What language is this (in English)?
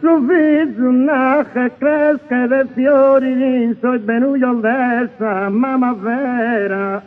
Sardinian